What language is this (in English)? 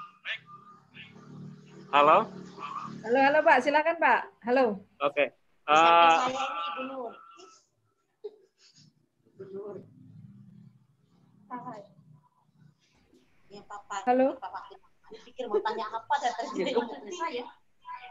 Indonesian